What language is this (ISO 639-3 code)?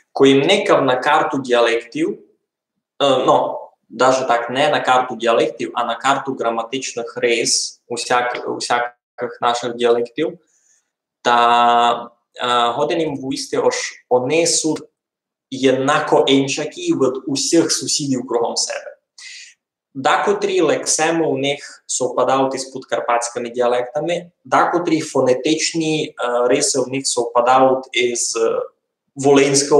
rue